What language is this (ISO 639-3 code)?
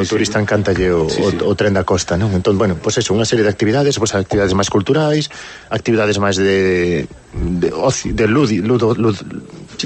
glg